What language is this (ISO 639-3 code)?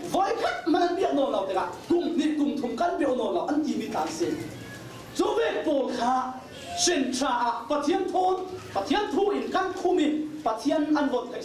cfm